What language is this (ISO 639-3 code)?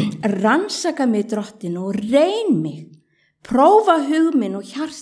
isl